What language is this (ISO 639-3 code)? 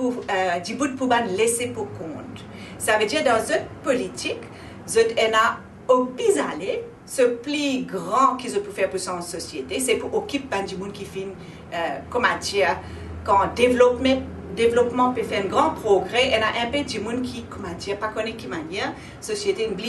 mfe